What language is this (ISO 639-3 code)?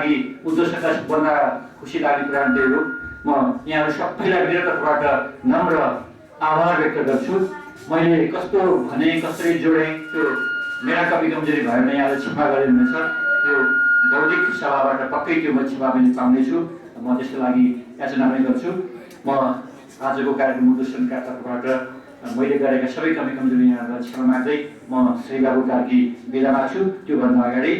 nep